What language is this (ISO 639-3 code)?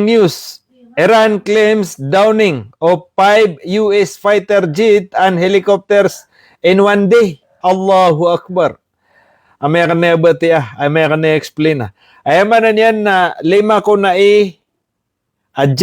mrw